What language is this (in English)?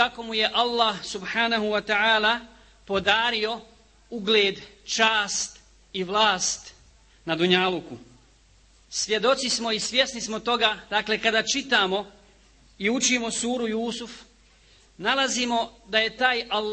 Bosnian